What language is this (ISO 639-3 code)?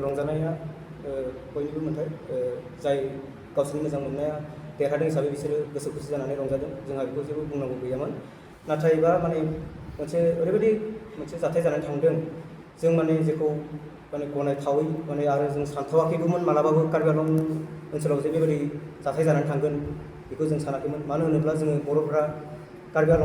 brx